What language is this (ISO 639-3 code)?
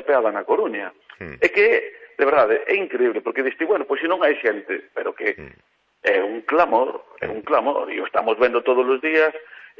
glg